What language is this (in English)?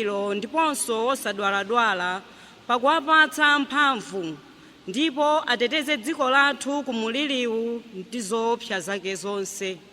Nyanja